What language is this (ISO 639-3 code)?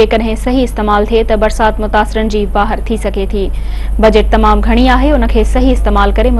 snd